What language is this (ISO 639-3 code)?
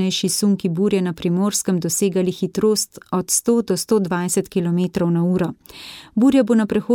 slv